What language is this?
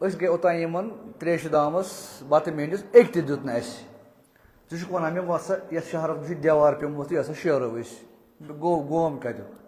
Kashmiri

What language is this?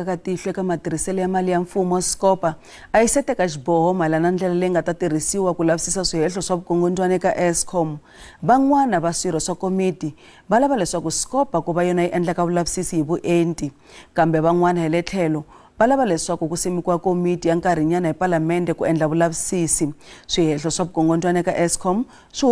Tsonga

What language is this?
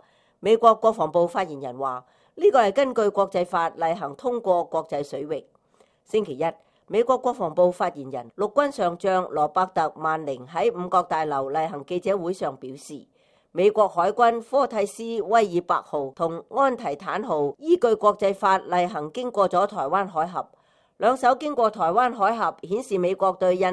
Cantonese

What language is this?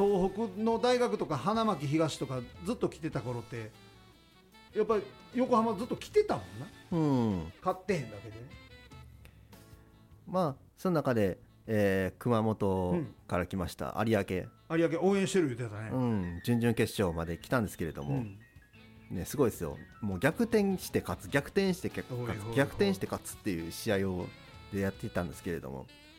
Japanese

